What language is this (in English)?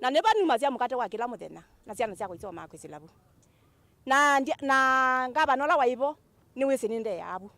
Kamba